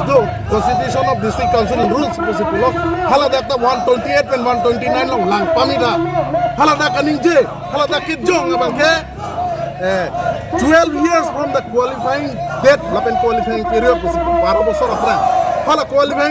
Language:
Karbi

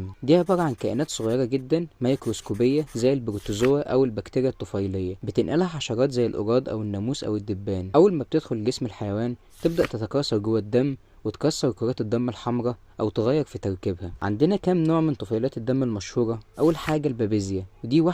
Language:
Egyptian Arabic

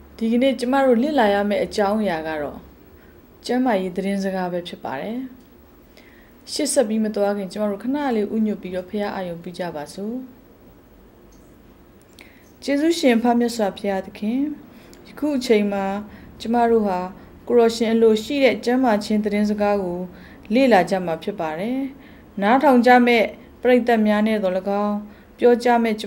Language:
Burmese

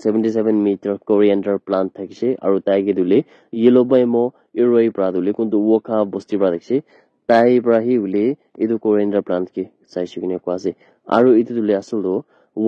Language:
Naga Pidgin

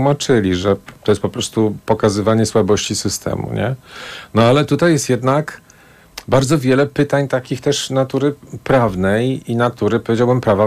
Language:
Polish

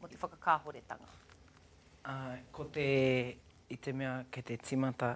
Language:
Māori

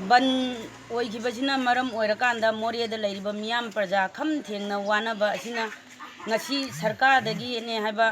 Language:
Manipuri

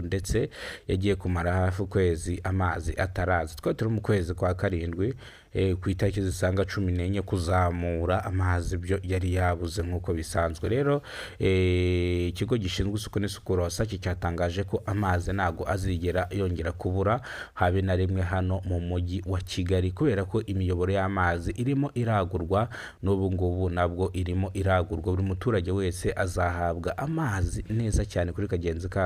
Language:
Kinyarwanda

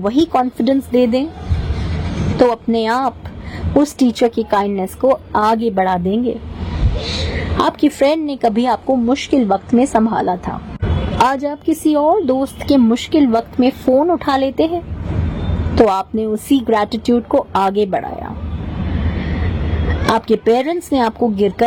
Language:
Hindi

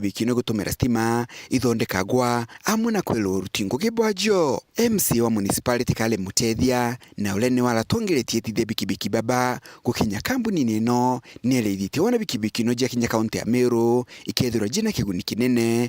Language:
Meru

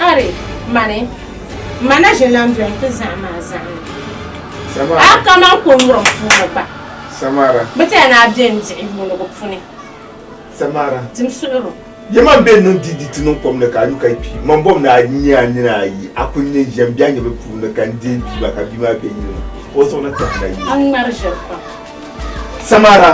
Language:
Dagbani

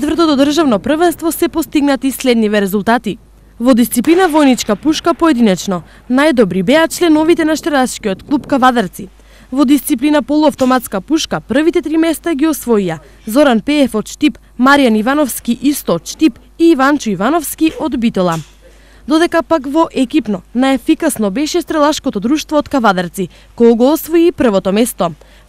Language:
Macedonian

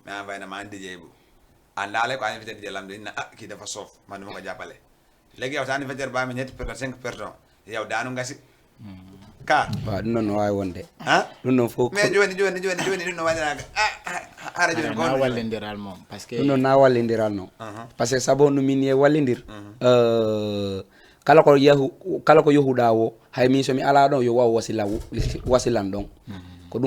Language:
Fula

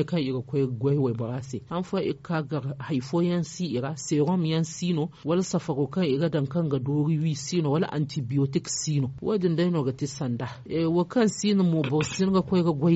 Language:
Zarma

